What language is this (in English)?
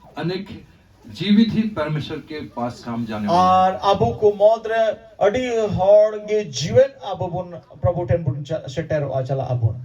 Santali